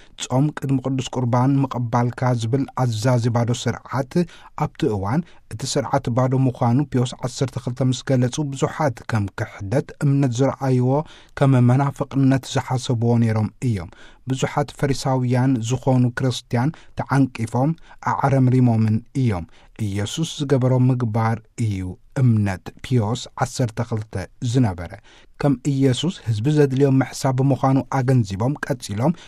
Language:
Tigrinya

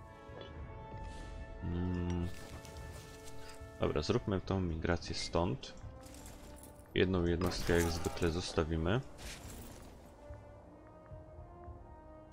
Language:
Polish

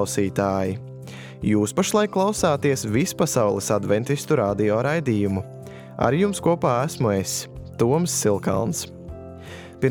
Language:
Latvian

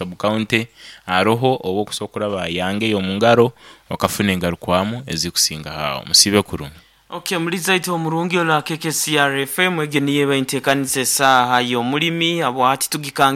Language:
Nyoro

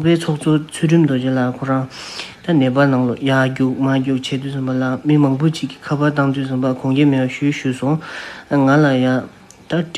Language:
Tibetan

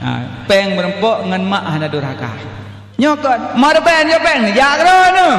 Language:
Achinese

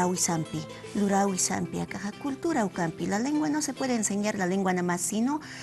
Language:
Aymara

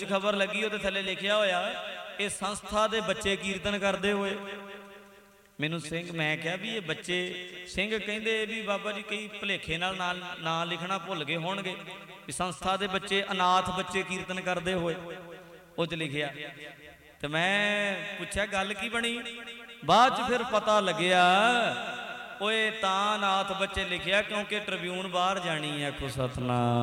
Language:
Punjabi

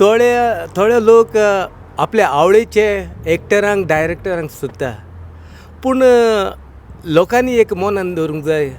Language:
Konkani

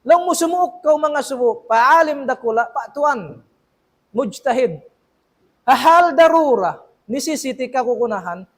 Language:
Tausug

